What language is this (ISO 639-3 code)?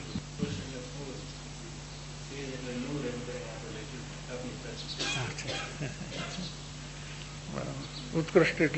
guj